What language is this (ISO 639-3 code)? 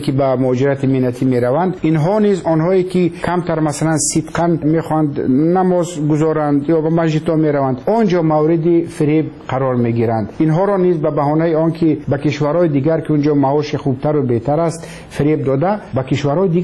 fas